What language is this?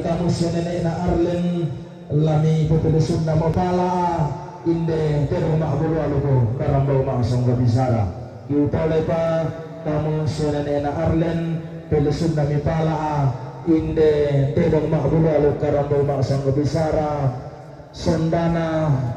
Toraja-Sa'dan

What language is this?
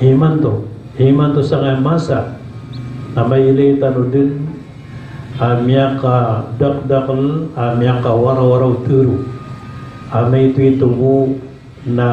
Maranao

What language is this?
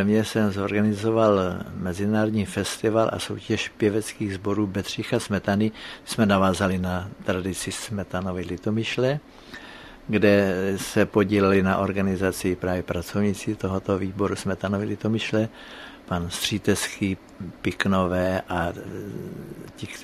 Czech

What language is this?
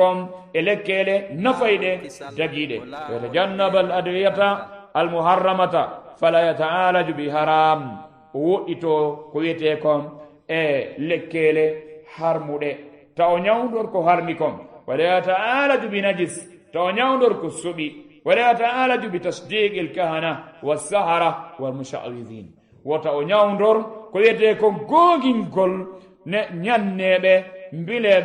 Fula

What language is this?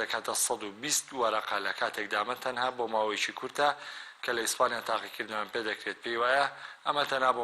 Central Kurdish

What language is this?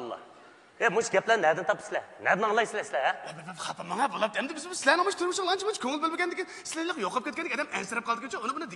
Uyghur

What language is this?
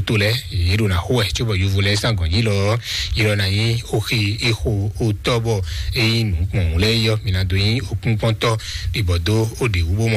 Fon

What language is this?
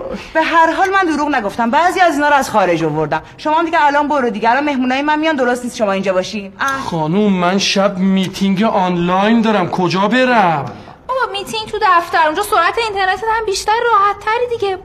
Persian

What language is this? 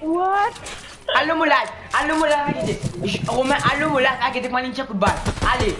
Morisyen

